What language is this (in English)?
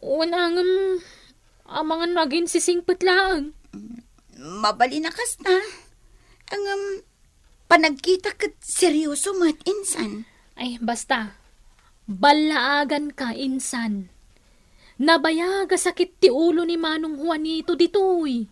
Iloko